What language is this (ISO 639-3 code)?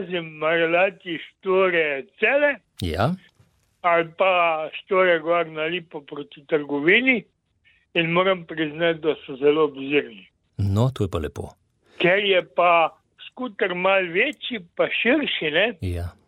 slv